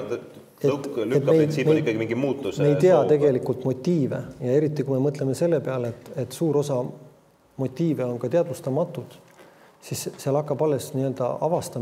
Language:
Estonian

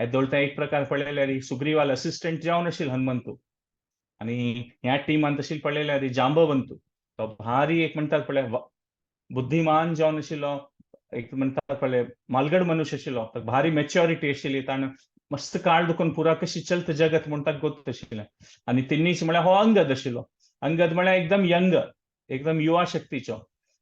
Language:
Konkani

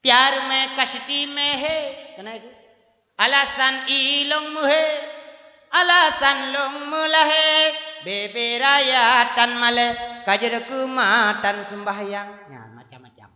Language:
Achinese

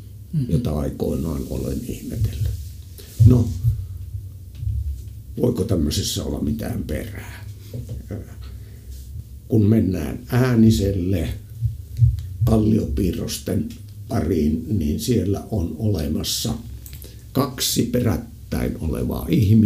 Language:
Finnish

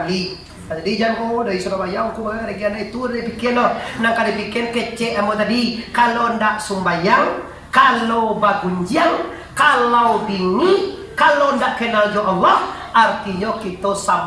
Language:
Minangkabau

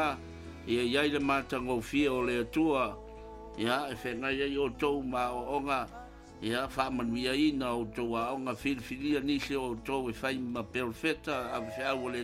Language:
Samoan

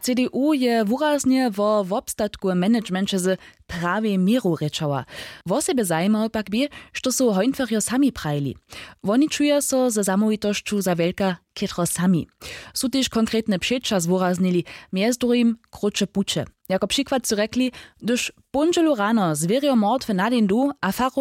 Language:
Upper Sorbian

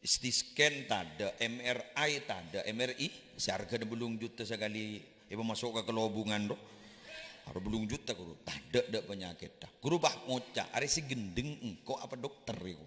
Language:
Madurese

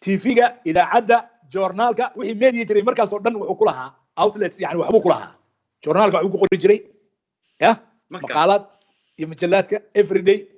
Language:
Somali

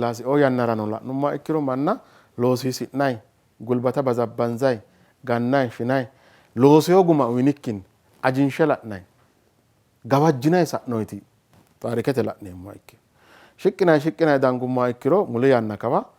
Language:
Sidamo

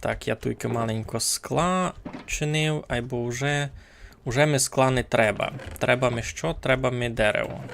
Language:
Rusyn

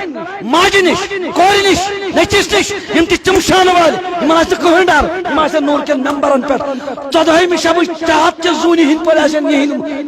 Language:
Kashmiri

